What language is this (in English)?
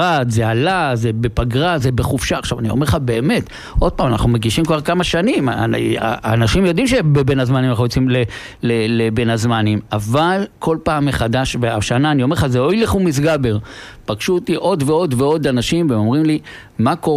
Hebrew